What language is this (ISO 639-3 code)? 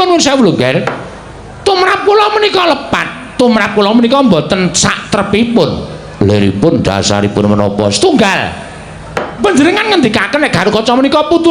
jav